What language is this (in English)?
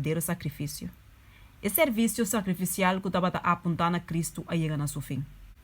Papiamento